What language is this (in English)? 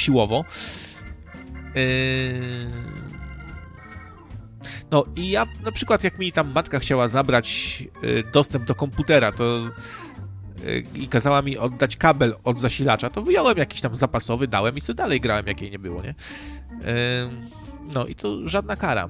Polish